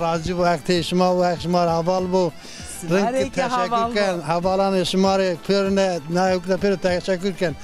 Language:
Zaza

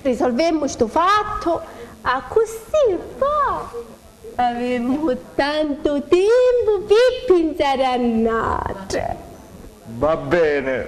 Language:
Sicilian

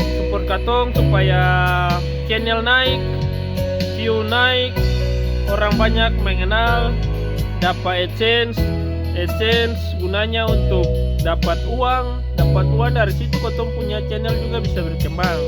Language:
Ambonese Malay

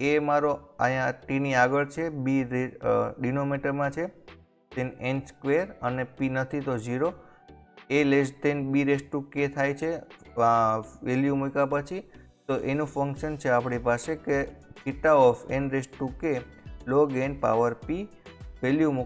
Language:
Gujarati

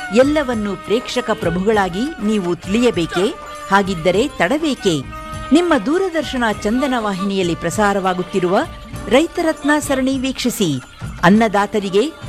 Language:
Kannada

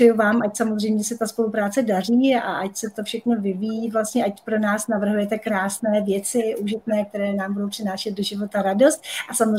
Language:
Czech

